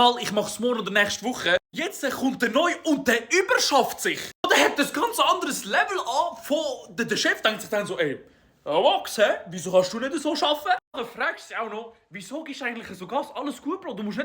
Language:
Swiss German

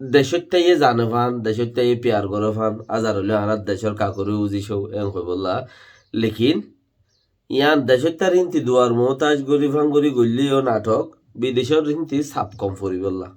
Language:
Rohingya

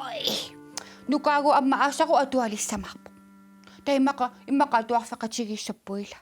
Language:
Kalaallisut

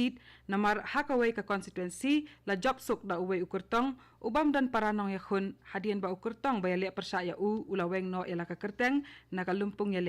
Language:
Khasi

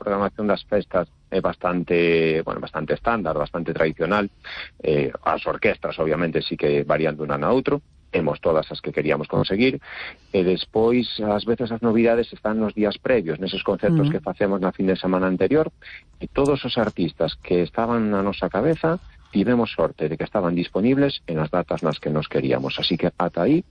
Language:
Galician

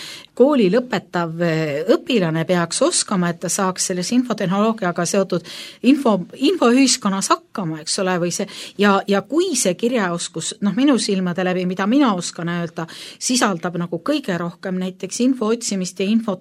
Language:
Estonian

